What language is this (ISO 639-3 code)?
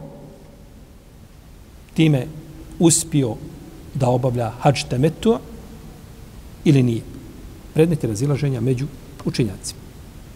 bos